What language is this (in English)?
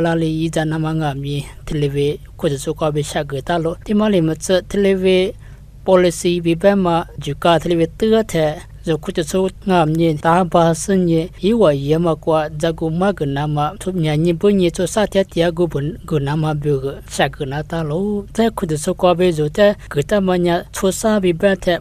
Lisu